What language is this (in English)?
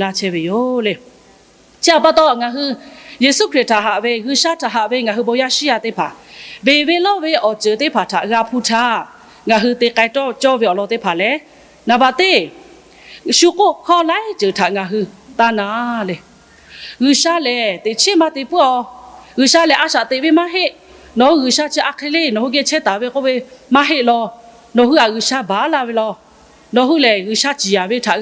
Lahu